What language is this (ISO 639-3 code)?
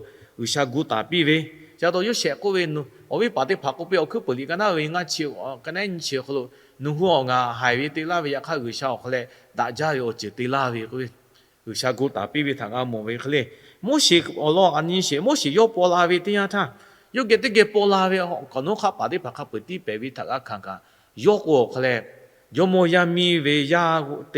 lhu